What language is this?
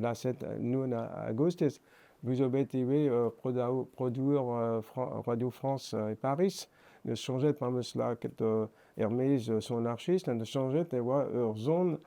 Breton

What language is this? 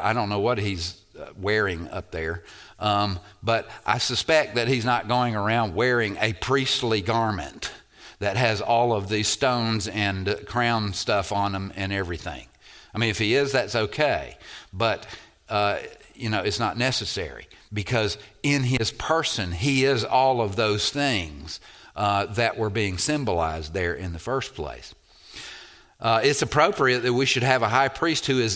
English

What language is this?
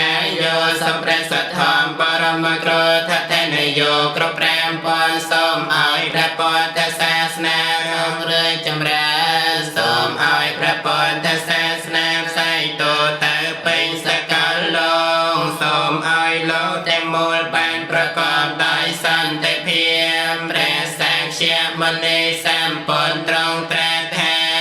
Khmer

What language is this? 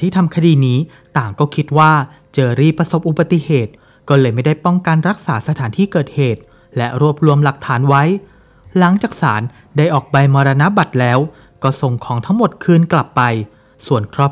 Thai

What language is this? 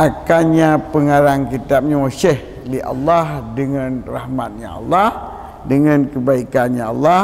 Achinese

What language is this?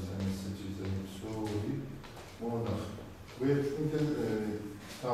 Kabardian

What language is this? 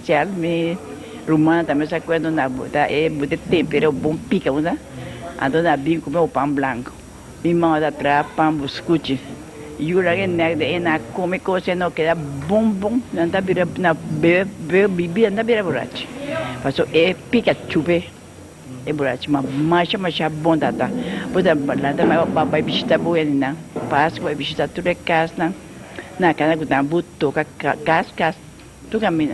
Papiamento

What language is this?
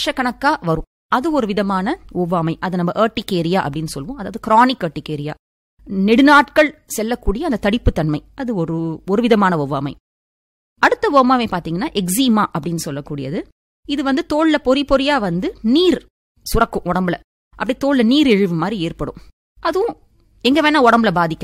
Tamil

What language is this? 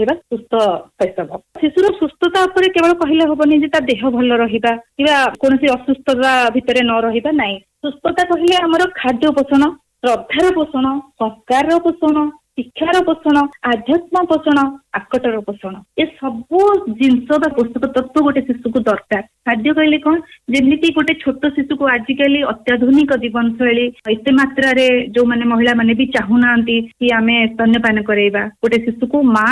Odia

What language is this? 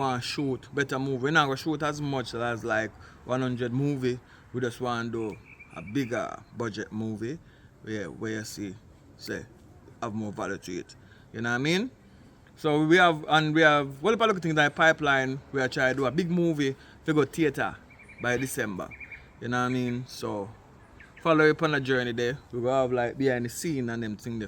Jamaican Creole English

